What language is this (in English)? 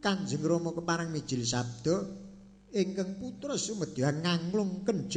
Javanese